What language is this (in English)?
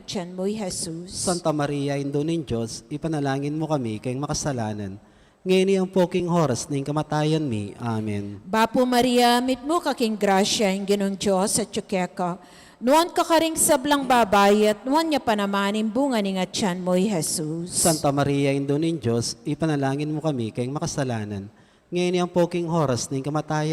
Pampanga